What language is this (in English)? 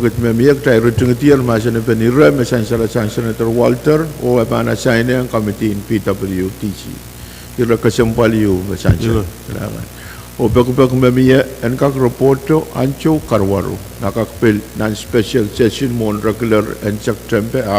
Pohnpeian